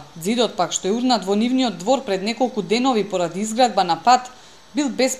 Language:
Macedonian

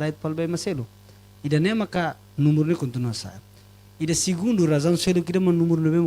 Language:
Tetum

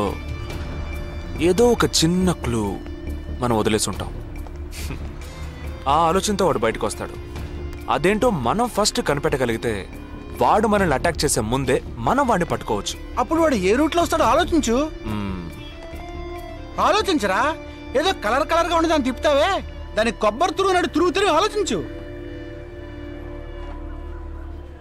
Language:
Telugu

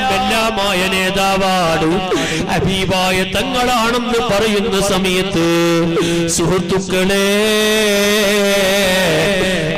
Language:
Malayalam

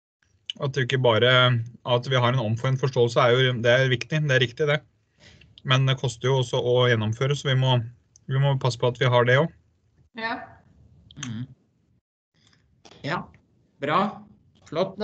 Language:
Norwegian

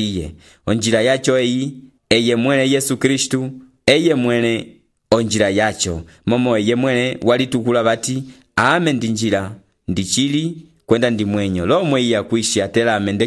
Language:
Umbundu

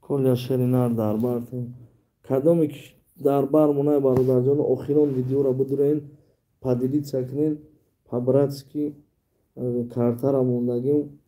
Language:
Tajik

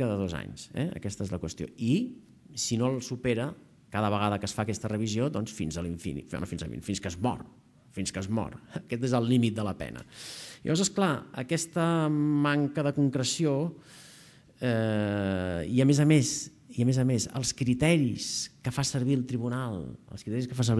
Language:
Catalan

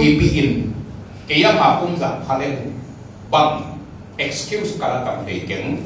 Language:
Tedim Chin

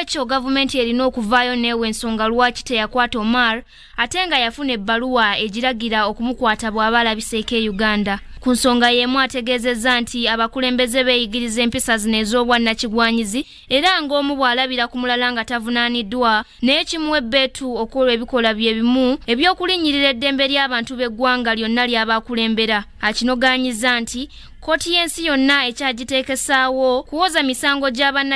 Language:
Ganda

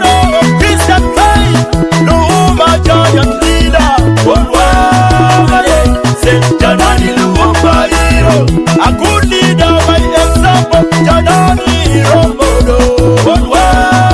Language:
Acoli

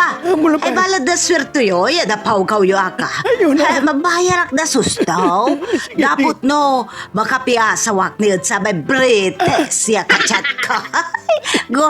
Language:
Pangasinan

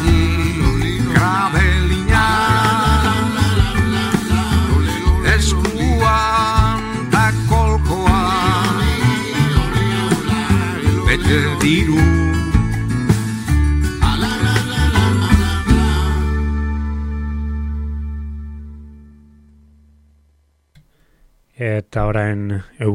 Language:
Basque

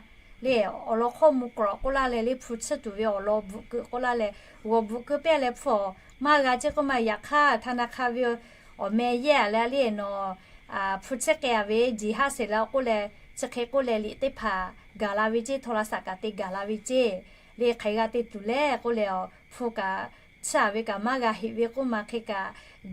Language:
Lahu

